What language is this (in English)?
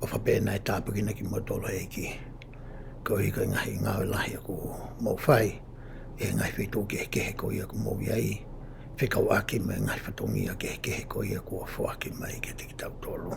Tongan